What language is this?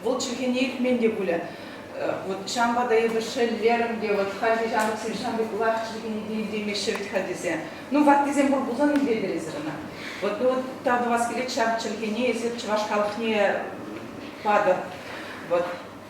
Chuvash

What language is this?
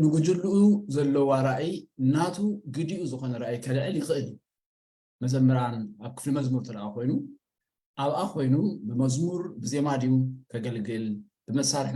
Tigrinya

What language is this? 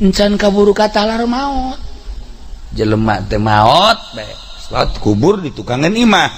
Sundanese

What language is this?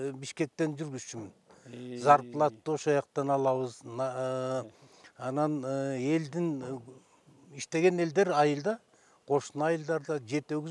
Kyrgyz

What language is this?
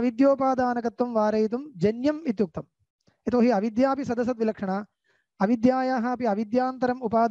Sanskrit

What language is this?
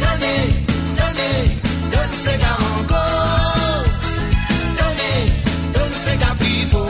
Morisyen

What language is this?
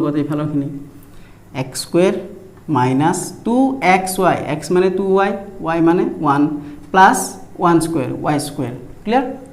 Assamese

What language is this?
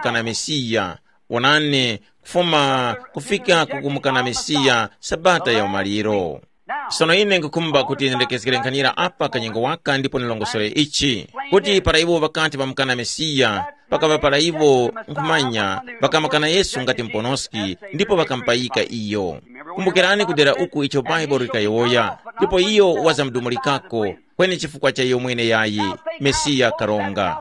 Tumbuka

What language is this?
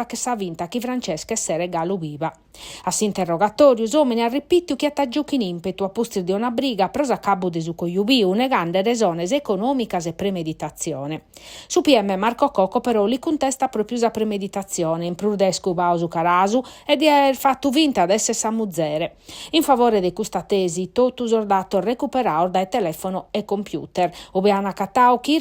Sardinian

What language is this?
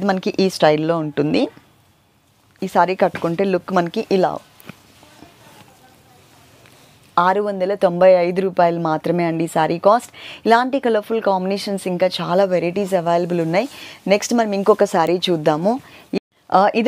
Telugu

